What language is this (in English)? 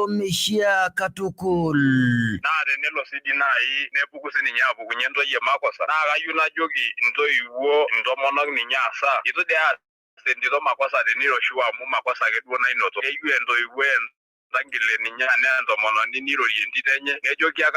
Masai